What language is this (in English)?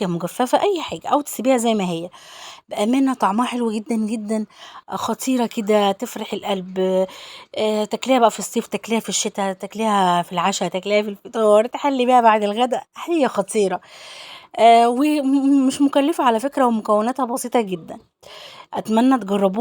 Egyptian Arabic